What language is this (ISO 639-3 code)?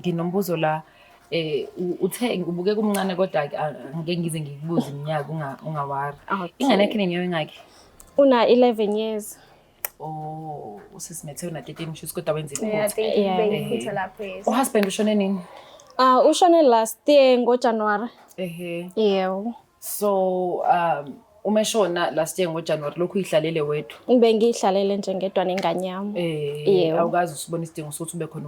zul